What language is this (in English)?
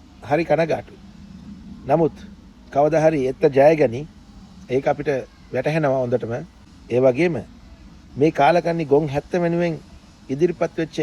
Sinhala